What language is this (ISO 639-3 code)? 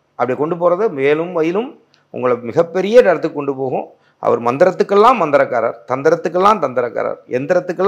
tam